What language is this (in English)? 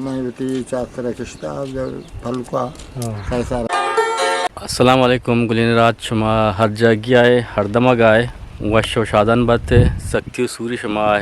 Eastern Balochi